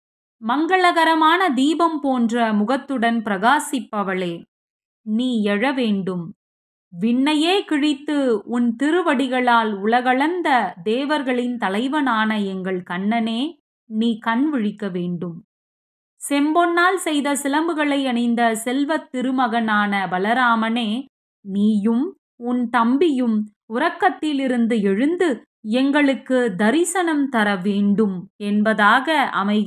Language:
Tamil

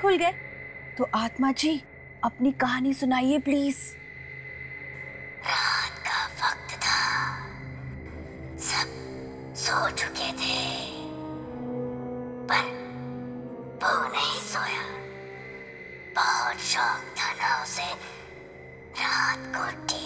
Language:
Hindi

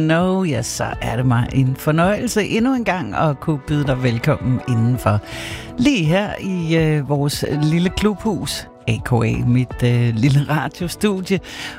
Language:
Danish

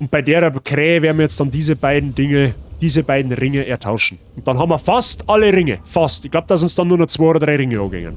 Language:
Bavarian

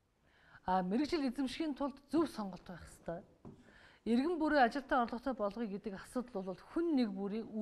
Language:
Mongolian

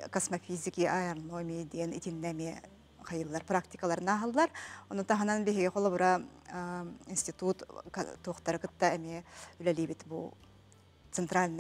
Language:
Yakut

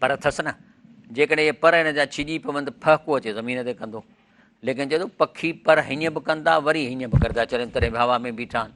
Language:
Sindhi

